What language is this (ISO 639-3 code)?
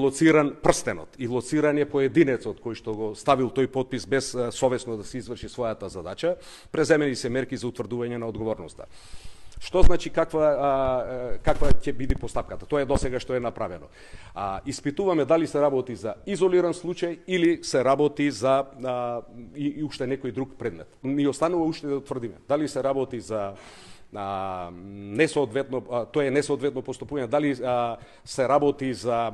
mkd